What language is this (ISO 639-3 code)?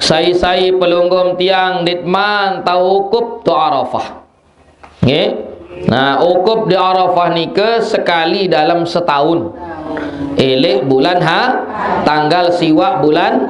sas